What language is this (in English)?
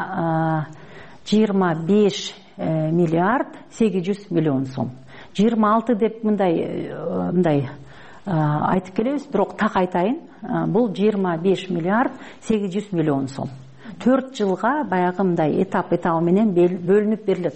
Kyrgyz